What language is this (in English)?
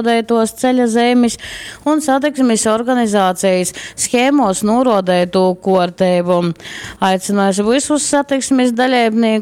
Latgalian